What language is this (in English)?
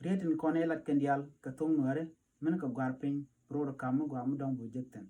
Nuer